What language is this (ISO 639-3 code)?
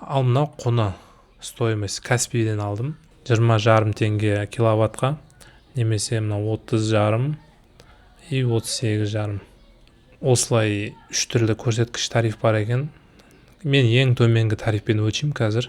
kaz